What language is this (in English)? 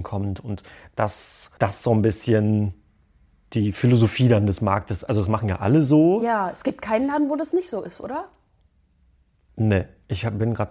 German